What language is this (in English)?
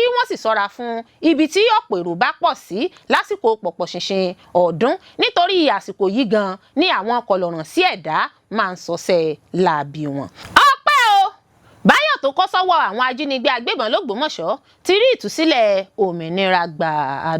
Yoruba